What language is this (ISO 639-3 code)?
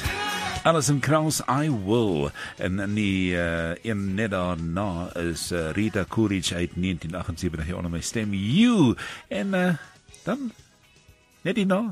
afr